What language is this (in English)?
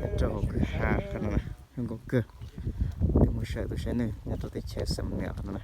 Hmong